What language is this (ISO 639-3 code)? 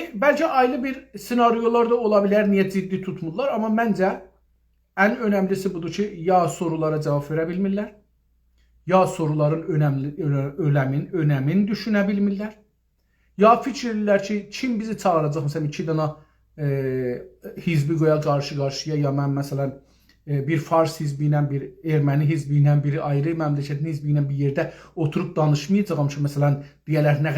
azb